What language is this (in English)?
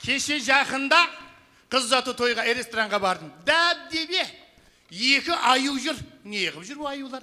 Kara-Kalpak